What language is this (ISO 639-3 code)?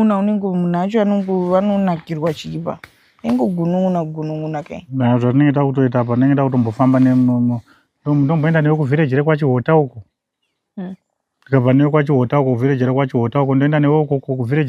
sna